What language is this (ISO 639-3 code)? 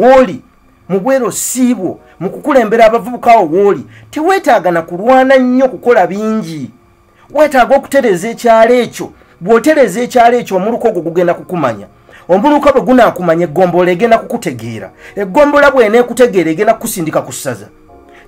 lug